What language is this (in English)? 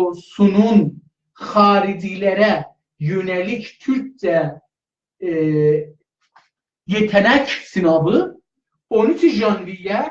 South Azerbaijani